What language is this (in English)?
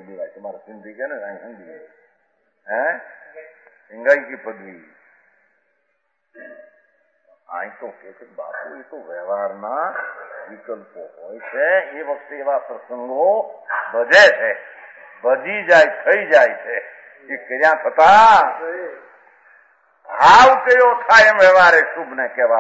Gujarati